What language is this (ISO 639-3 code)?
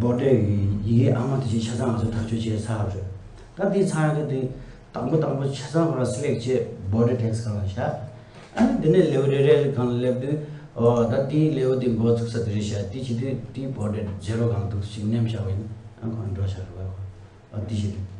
bod